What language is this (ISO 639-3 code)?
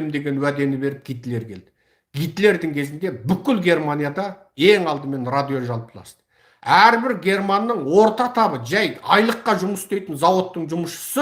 kaz